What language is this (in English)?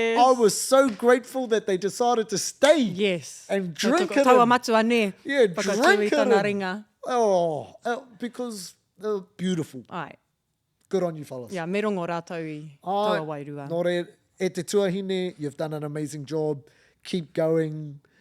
Māori